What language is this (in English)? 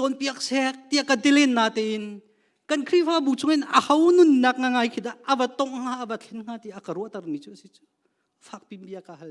Hakha Chin